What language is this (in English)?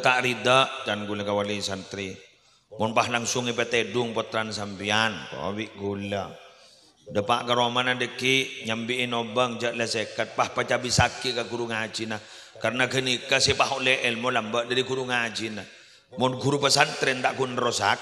Madurese